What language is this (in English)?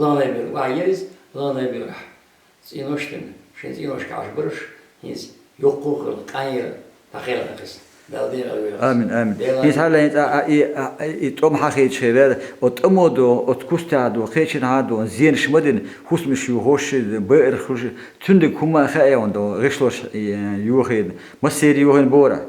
Chechen